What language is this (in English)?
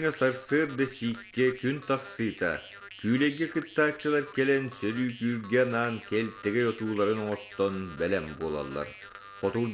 Yakut